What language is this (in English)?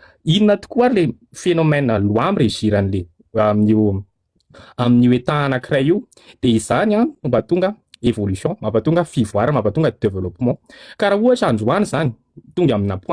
Malagasy